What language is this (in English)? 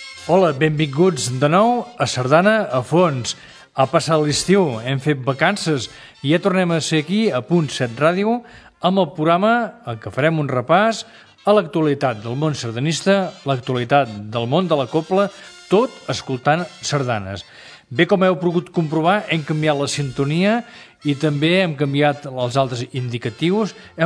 Catalan